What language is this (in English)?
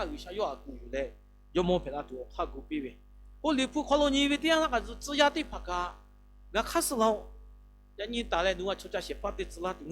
Lahu